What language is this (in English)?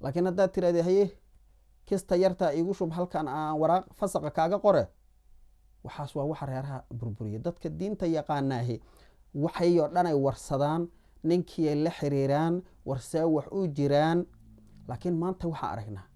Somali